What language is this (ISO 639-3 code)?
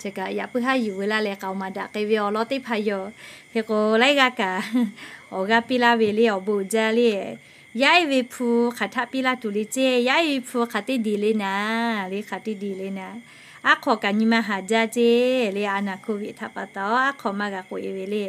lhu